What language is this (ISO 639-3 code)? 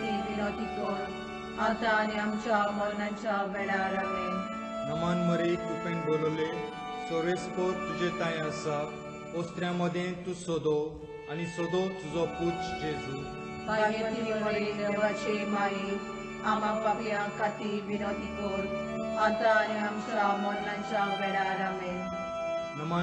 kok